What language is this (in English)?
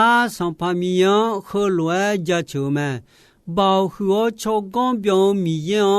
Akha